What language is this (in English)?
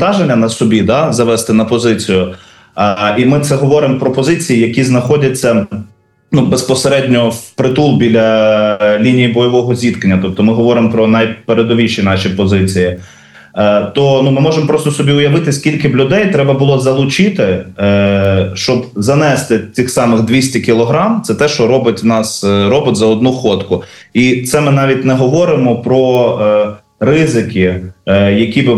Ukrainian